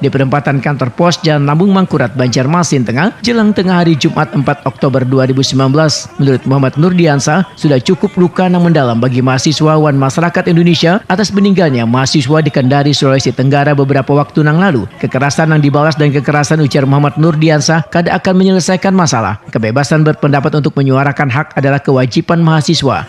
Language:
Banjar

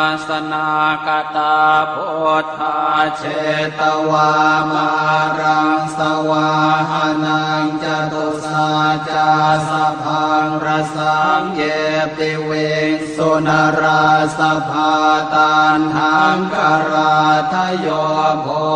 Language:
Pali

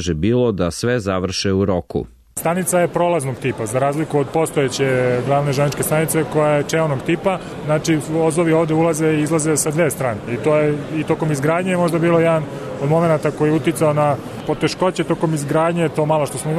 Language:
Serbian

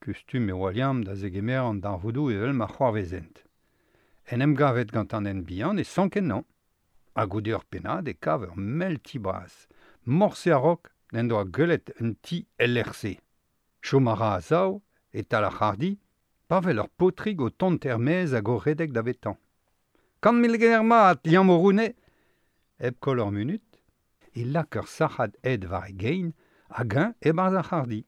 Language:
Breton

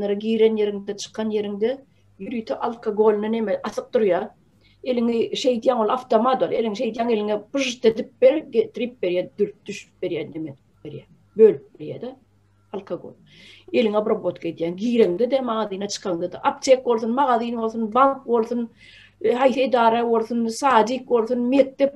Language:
Turkmen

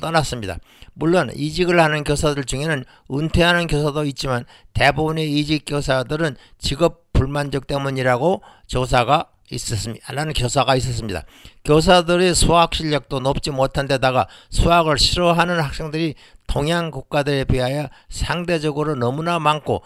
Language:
Korean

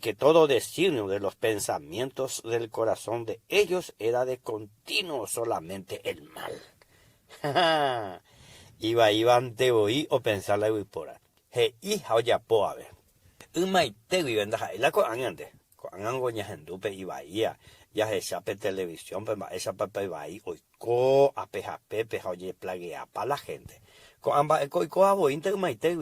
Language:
Guarani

